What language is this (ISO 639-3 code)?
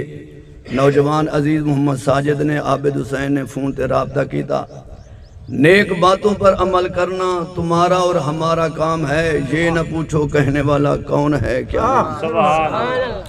skr